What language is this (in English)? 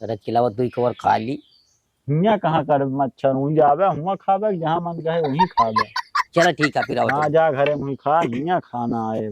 Awadhi